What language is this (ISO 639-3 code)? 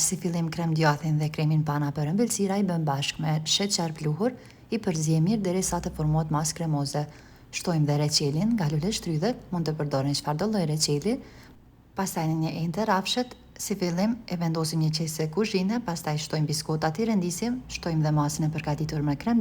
sqi